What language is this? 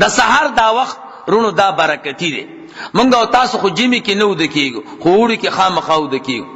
Pashto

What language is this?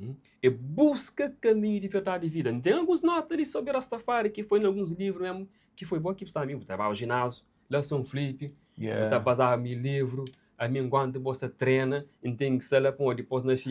Kabuverdianu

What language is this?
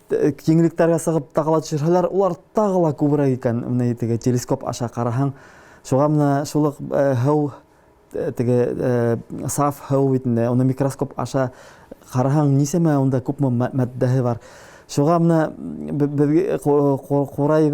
Bashkir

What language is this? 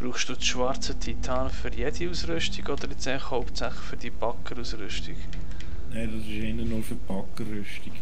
Swiss German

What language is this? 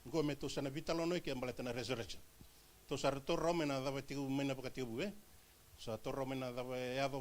Fijian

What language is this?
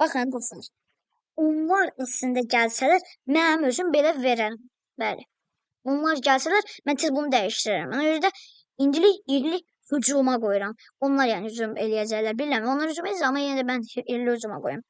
Azerbaijani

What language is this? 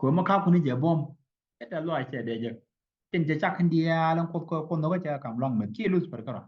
Nuer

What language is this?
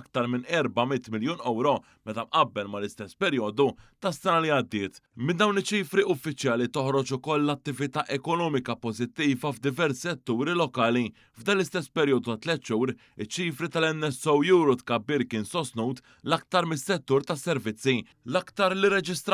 Maltese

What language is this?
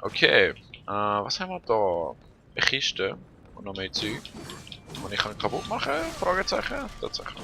Swiss German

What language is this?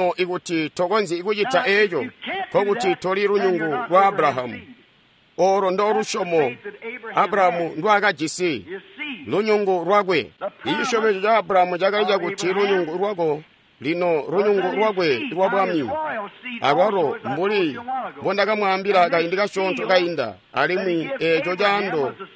Tonga (Zambia)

